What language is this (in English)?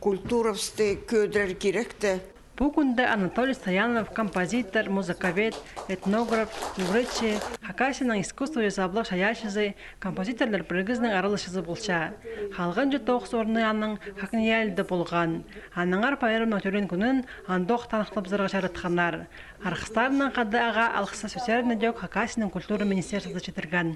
Khakas